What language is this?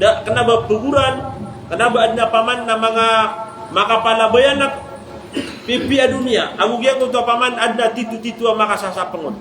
Maranao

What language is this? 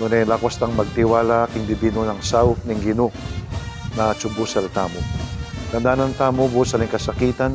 Pampanga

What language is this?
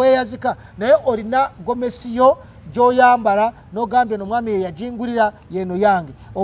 Ganda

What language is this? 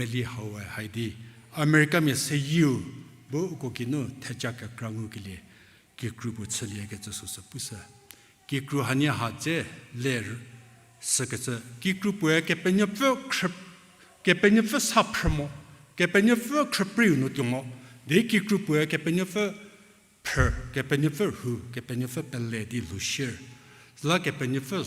Angami Naga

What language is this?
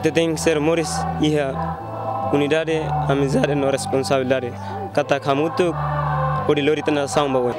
Tetum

